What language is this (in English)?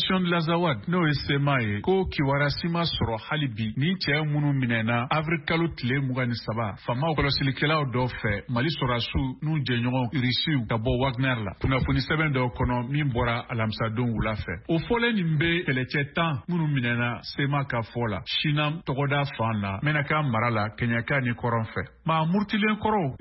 Bambara